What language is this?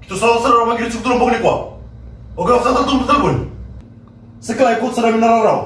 Fijian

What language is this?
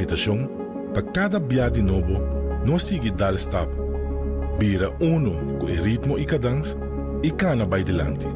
Papiamento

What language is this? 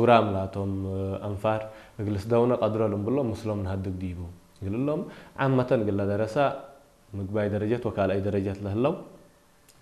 Tigre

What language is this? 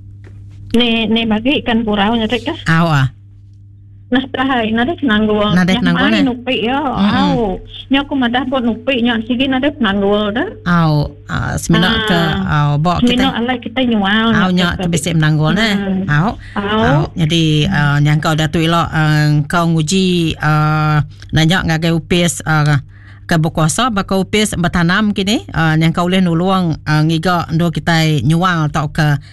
Iban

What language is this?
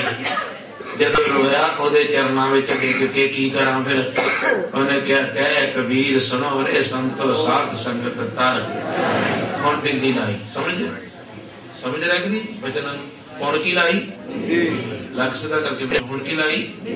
Punjabi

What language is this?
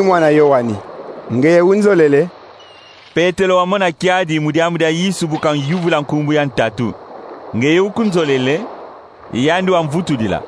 Kongo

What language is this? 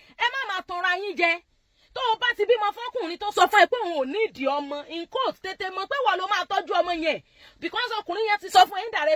Yoruba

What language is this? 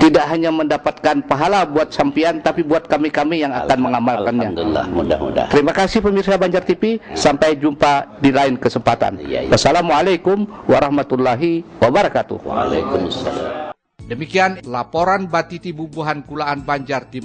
Banjar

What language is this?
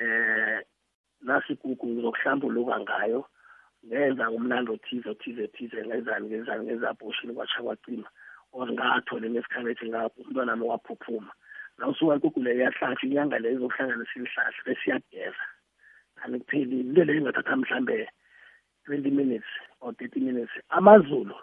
South Ndebele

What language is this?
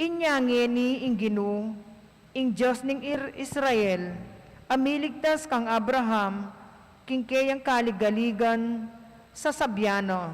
Pampanga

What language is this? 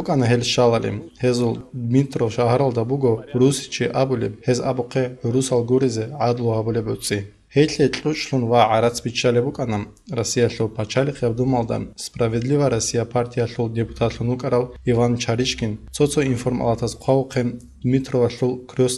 Avaric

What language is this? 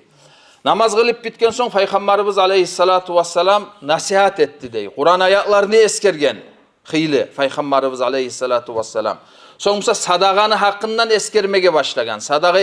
Kumyk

